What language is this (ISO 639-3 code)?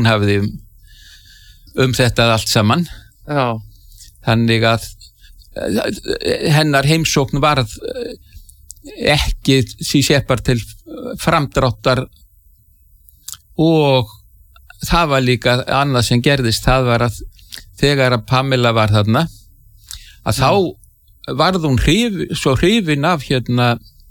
isl